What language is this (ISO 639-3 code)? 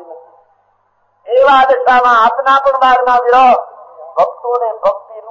guj